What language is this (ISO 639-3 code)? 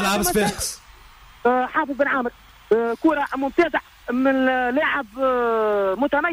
aeb